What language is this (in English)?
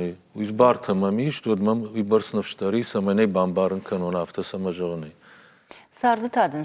Ossetic